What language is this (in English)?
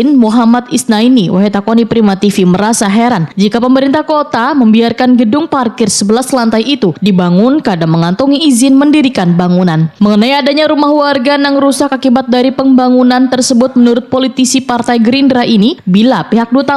Banjar